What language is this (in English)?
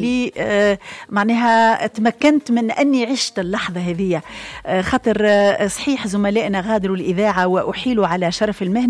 Tunisian Arabic